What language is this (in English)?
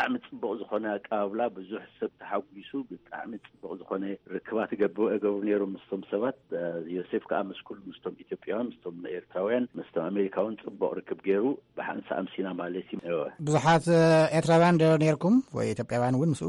Tigrinya